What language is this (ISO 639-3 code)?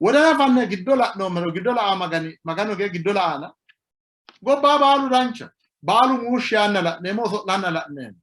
sid